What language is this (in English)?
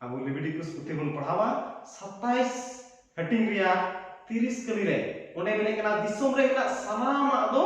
Santali